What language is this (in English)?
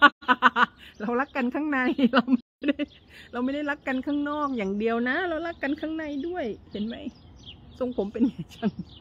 Thai